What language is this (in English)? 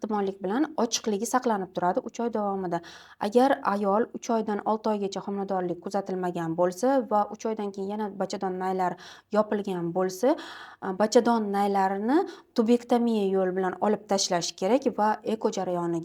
Uzbek